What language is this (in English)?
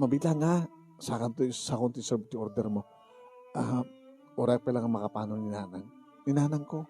Iloko